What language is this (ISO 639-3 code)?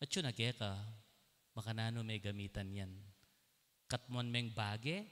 pam